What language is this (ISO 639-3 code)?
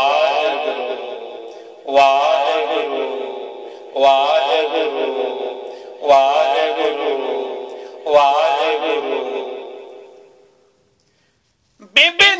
pan